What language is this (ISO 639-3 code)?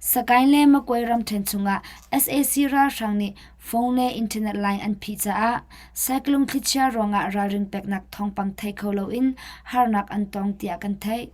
cnh